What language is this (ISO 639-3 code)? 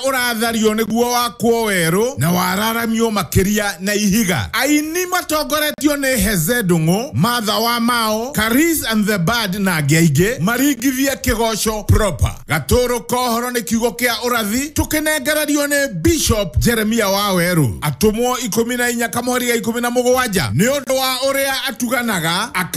kik